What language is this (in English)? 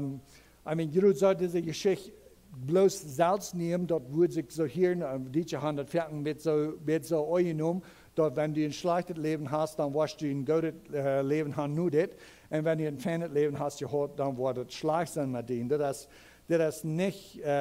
Plautdietsch